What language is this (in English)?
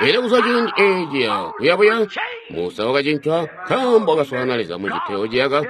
Tonga (Zambia)